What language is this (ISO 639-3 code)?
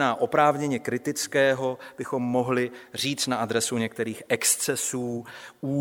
ces